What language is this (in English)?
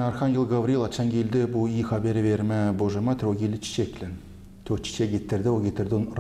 Gagauz